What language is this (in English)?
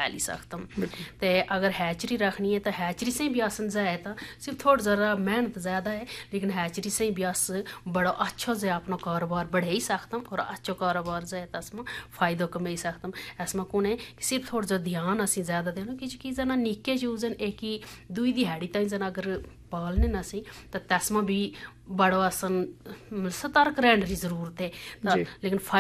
Urdu